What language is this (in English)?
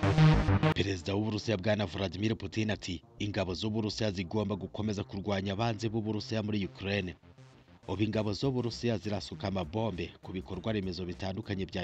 Kinyarwanda